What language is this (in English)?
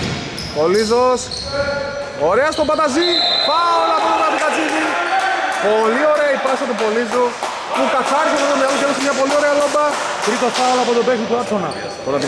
Greek